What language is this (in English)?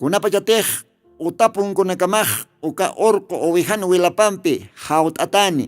Aymara